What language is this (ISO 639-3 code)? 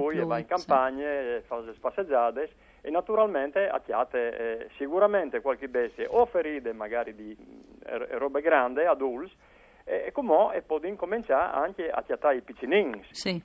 fur